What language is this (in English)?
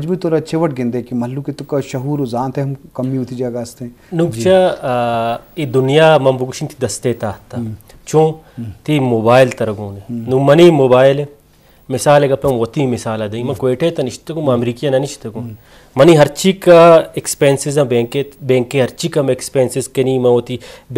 Baluchi